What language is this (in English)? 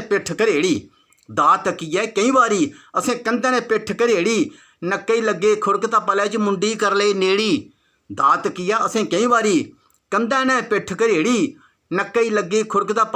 Dogri